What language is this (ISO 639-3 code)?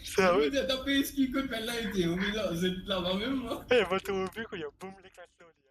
mfe